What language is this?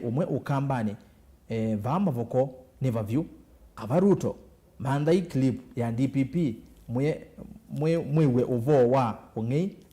Kamba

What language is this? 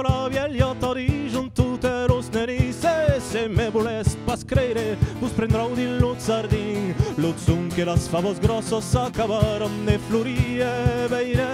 Occitan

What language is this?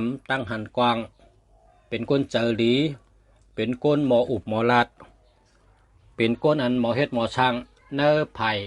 Shan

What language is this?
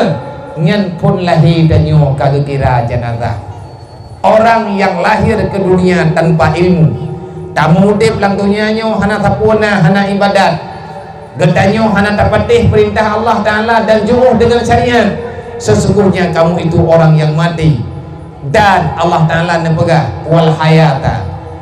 Achinese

